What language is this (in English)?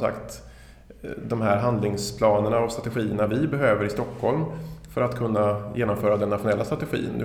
Swedish